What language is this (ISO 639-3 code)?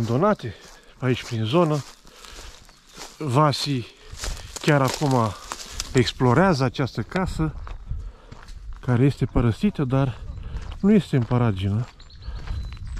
ron